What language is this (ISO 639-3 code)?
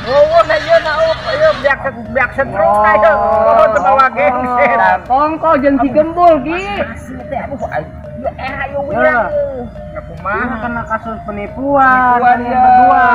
sun